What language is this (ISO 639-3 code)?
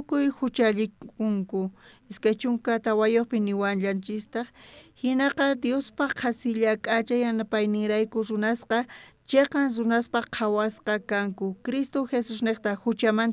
quh